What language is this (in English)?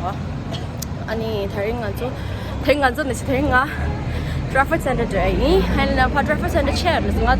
Tibetan